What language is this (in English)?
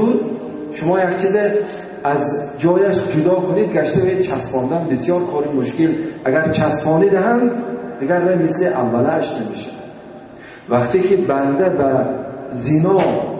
Tajik